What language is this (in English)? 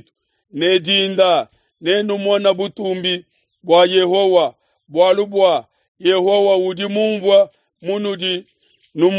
Luba-Lulua